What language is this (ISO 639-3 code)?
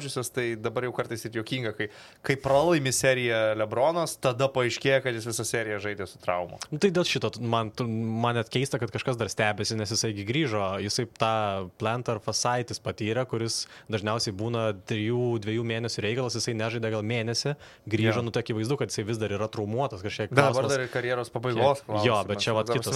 lit